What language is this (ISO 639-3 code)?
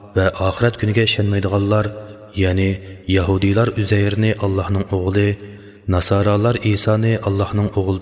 uig